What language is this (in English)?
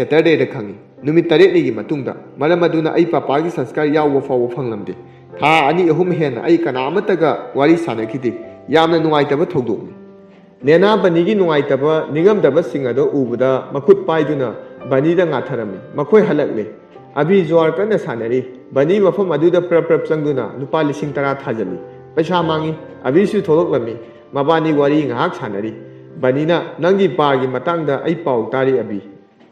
Manipuri